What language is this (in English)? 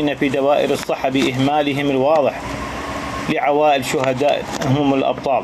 Mesopotamian Arabic